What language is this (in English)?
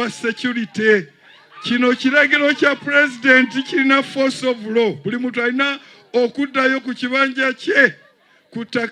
Ganda